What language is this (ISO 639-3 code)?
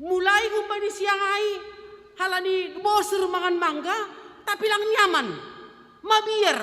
bts